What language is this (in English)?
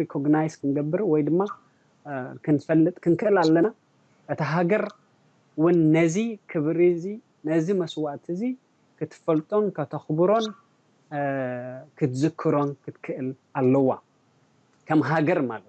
Tigrinya